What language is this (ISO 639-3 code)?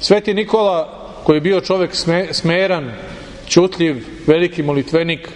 srp